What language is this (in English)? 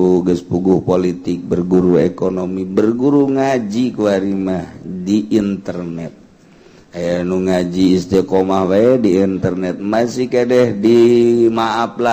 Sundanese